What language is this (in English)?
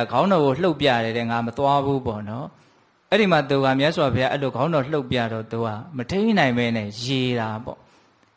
Burmese